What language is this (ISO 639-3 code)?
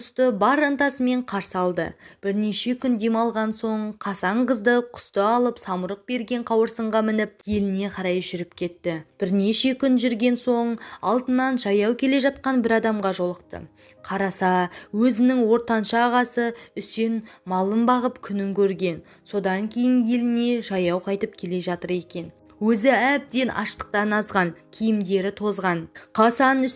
kaz